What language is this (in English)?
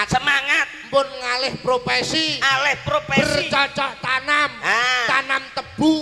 Javanese